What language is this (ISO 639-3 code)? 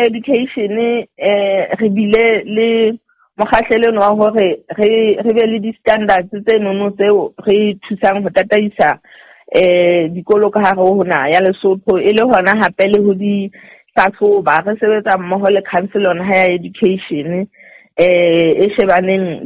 sot